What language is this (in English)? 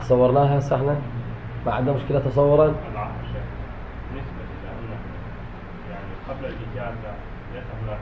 Mesopotamian Arabic